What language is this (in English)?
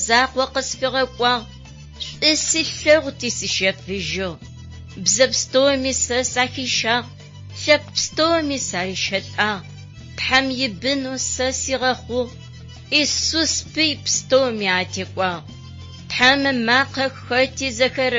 Adyghe